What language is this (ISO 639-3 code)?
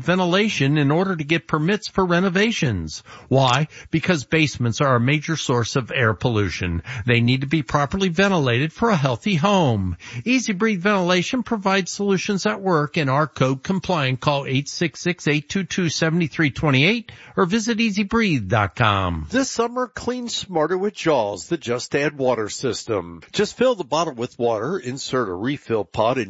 eng